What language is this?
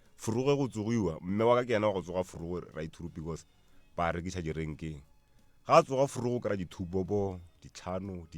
Northern Sotho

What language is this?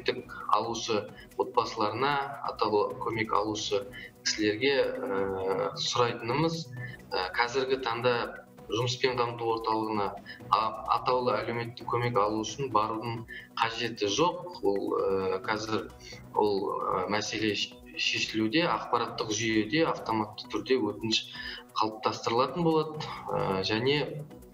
Kazakh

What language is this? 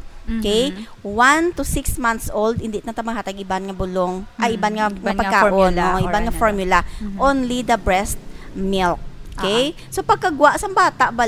Hiligaynon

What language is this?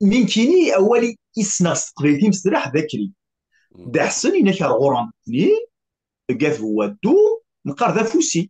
Kabyle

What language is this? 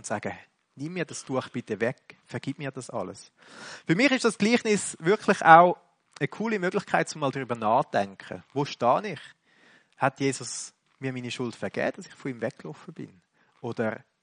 German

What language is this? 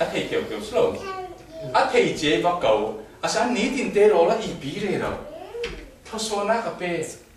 Falam Chin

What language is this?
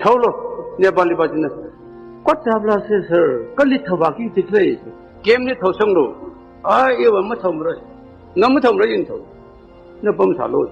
Tangkhul Naga (India)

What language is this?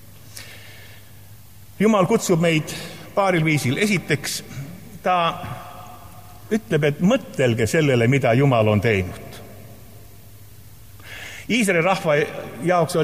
Estonian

